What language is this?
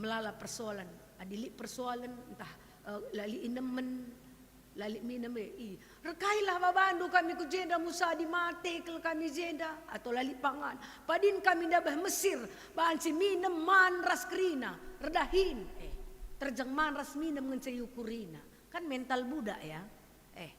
Batak Karo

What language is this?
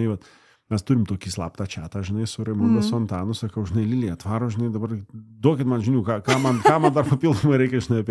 Lithuanian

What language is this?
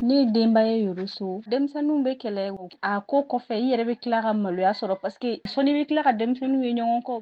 Bambara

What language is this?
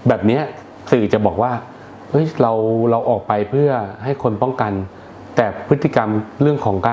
Thai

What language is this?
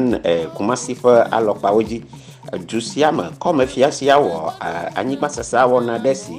Ewe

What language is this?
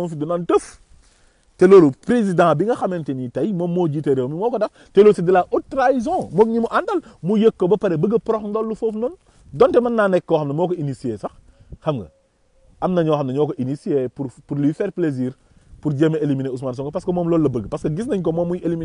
Wolof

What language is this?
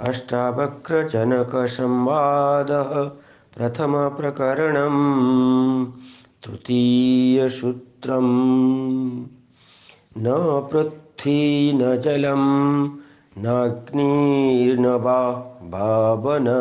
Sanskrit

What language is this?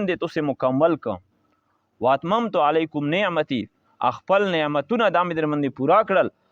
Pashto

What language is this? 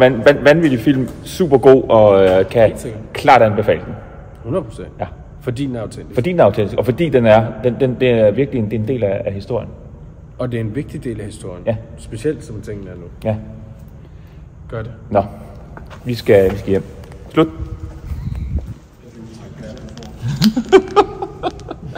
Danish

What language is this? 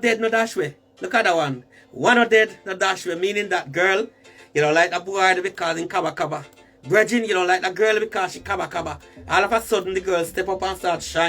Jamaican Creole English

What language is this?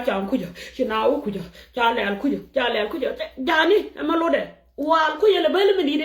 Nuer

